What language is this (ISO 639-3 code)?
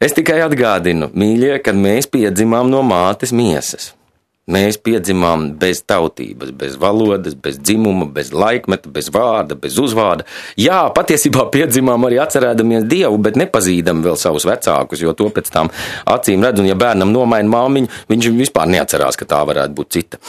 lav